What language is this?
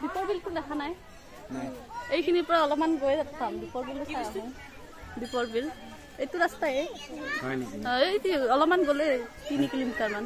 Assamese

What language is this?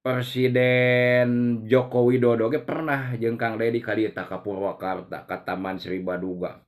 Sundanese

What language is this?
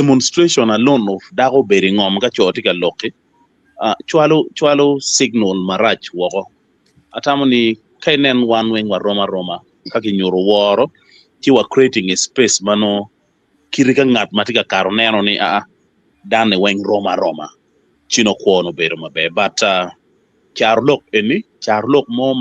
Acoli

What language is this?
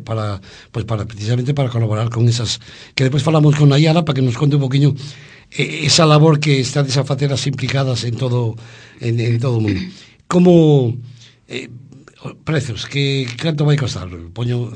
Galician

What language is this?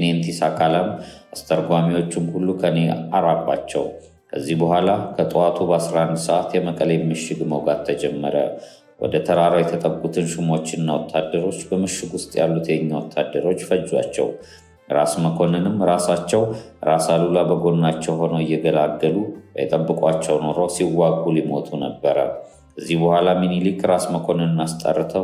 Amharic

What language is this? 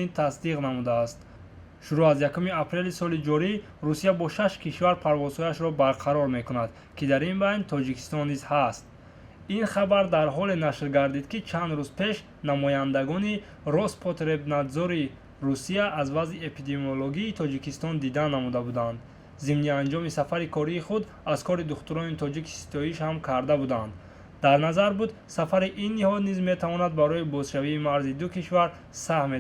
Tajik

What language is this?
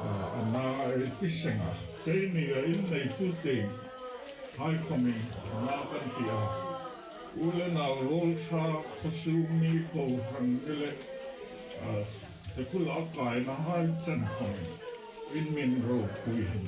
Hmar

